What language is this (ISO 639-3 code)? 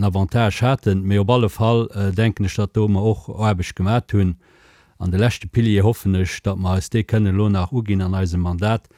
ltz